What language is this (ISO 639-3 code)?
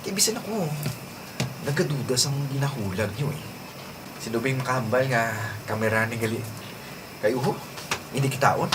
hil